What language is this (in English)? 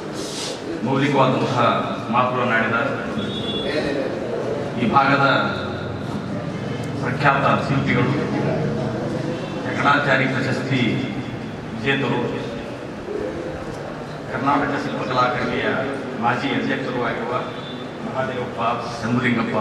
Kannada